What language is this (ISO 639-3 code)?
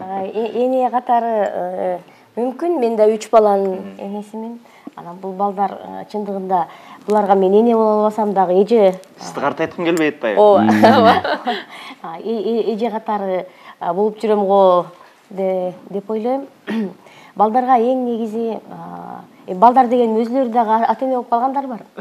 kir